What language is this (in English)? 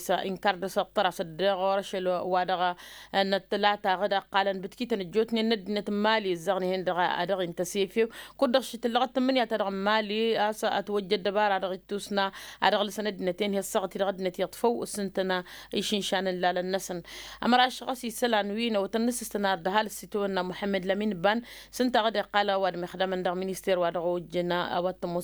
Tamasheq